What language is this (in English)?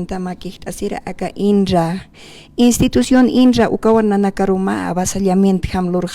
Aymara